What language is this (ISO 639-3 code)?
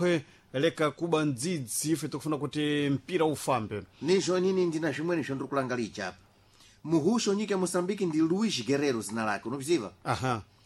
seh